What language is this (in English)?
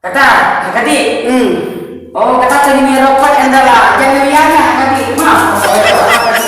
Khasi